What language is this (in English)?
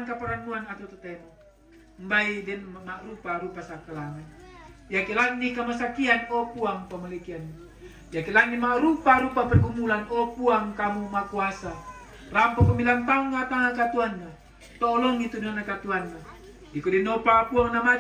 Toraja-Sa'dan